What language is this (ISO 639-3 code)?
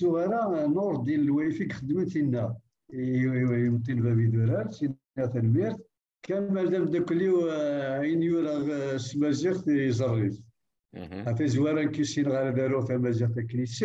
kab